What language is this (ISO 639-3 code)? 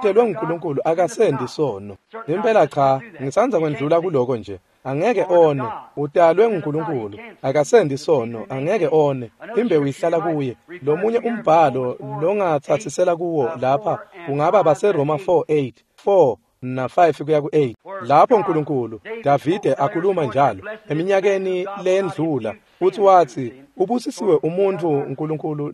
ssw